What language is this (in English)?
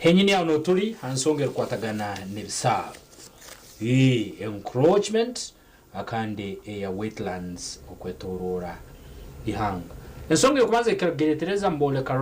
Nyankole